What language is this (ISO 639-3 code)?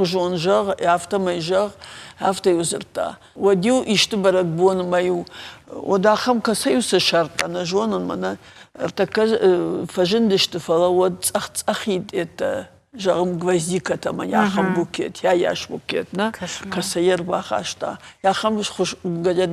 oss